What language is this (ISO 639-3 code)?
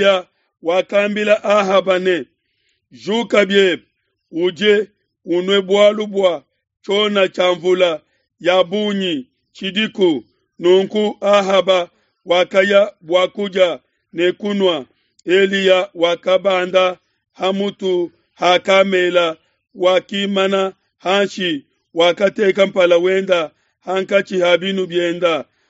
lua